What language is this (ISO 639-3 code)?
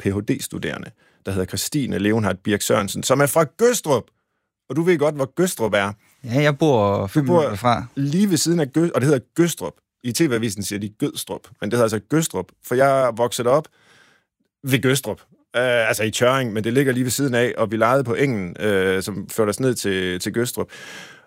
dan